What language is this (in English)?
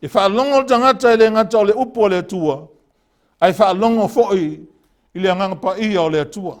Samoan